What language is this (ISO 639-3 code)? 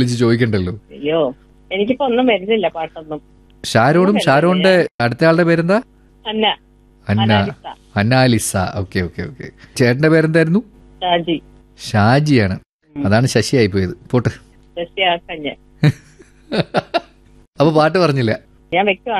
mal